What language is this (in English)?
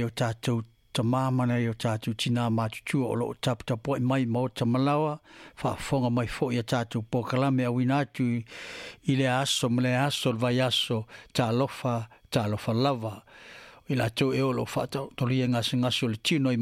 Samoan